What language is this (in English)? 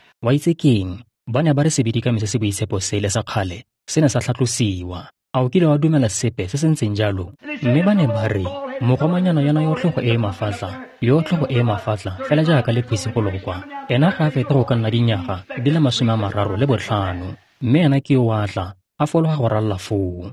Tswana